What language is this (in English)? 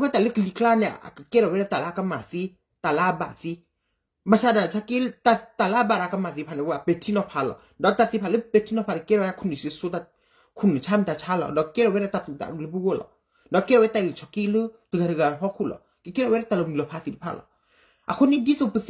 S'gaw Karen